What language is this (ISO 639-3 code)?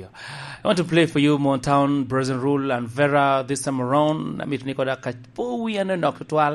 laj